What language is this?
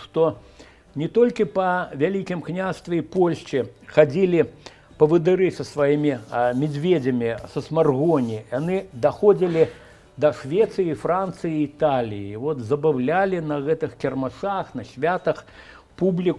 Belarusian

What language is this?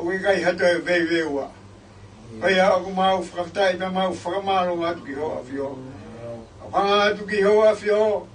Tongan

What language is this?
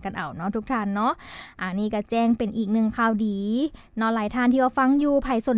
Lao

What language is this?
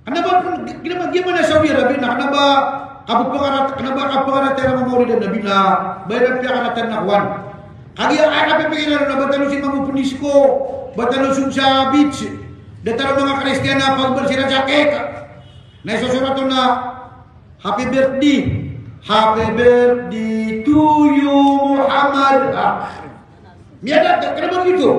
Maranao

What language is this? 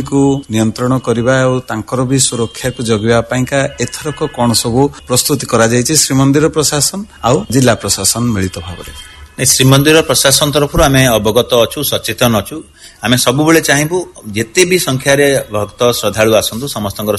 Odia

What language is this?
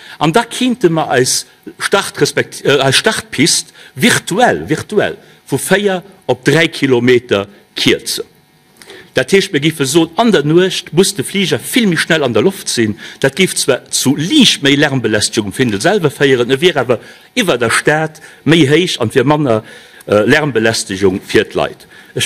Luxembourgish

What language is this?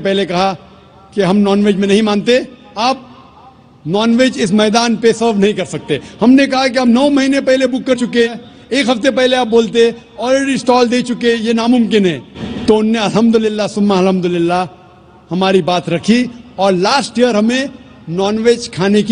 Urdu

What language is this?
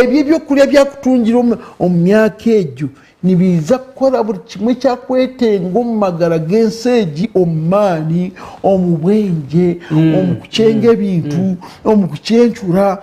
Nyankole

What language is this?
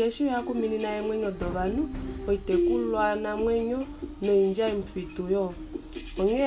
Kuanyama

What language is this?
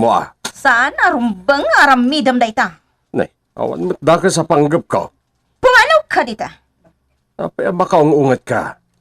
Iloko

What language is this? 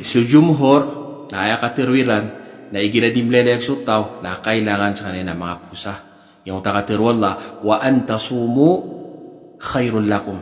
Maranao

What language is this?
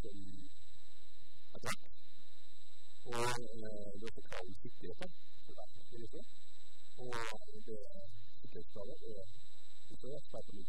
Norwegian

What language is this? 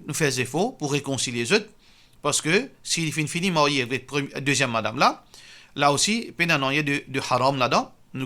Morisyen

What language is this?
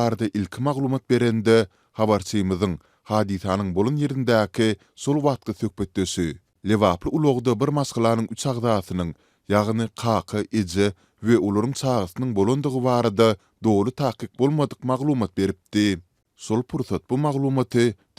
Turkmen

